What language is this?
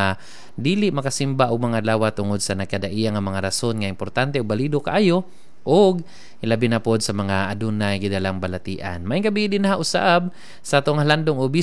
Cebuano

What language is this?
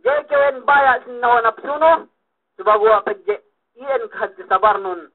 Yakan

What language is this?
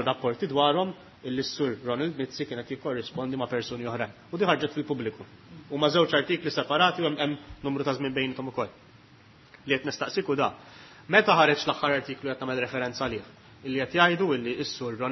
Maltese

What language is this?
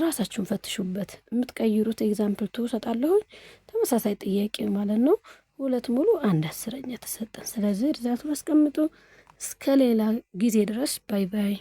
Amharic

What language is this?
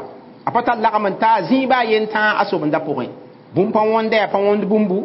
Mossi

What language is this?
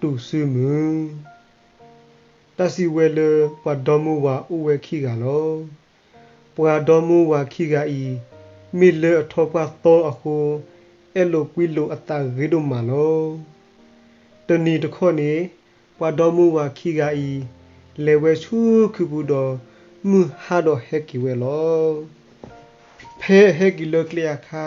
S'gaw Karen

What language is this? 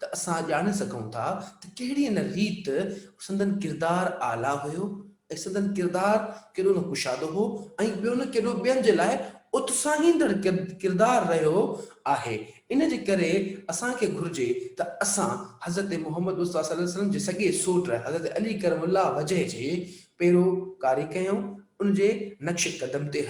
Sindhi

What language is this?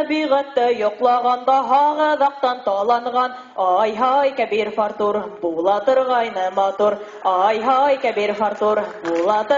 Bashkir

